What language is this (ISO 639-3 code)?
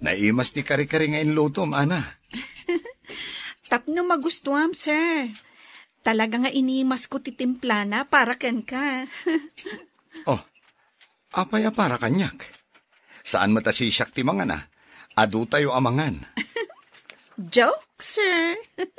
ilo